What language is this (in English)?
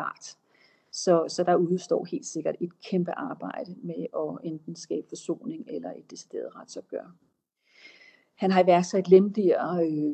Danish